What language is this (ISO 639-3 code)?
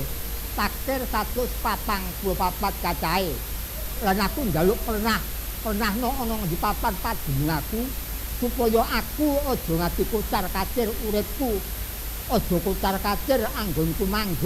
jav